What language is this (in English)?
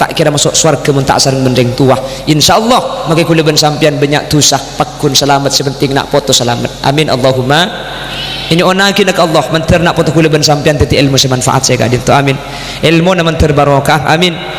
Madurese